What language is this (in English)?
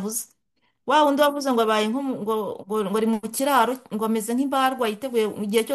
Kinyarwanda